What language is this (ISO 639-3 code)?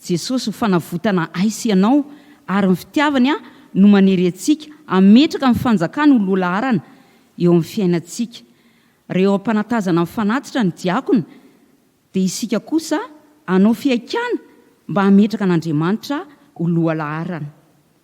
mlg